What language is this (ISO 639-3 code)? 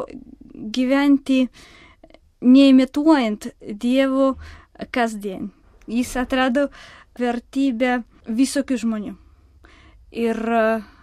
lit